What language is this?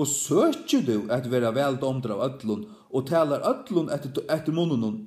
Faroese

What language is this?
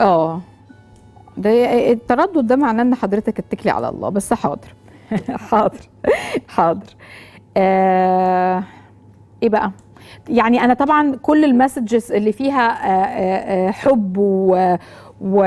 Egyptian Arabic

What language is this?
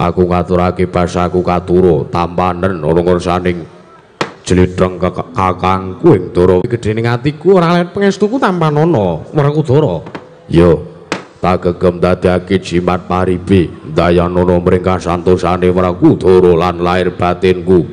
Javanese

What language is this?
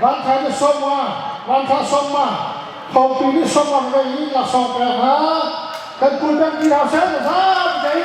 Hakha Chin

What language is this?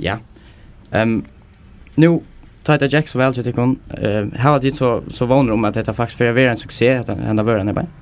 Faroese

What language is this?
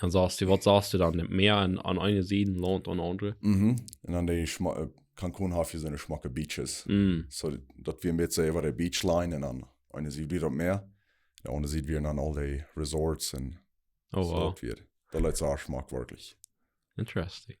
Plautdietsch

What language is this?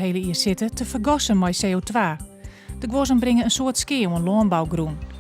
Western Frisian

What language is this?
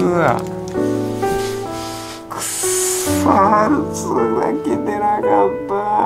Japanese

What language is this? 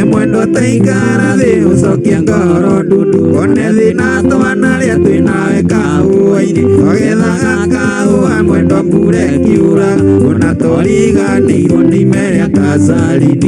Kikuyu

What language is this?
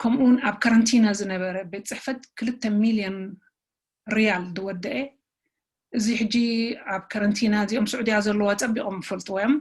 Tigrinya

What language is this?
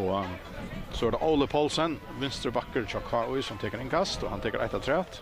Faroese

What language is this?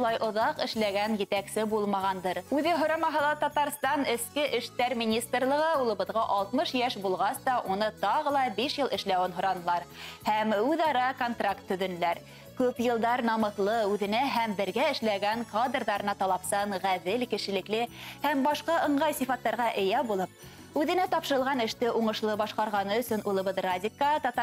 Bashkir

